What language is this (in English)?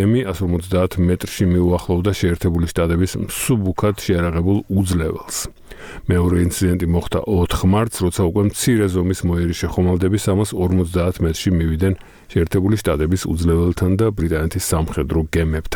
Georgian